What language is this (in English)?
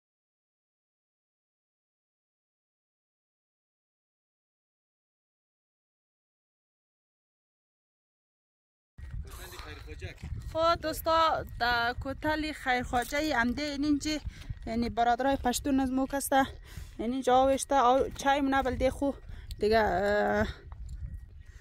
Persian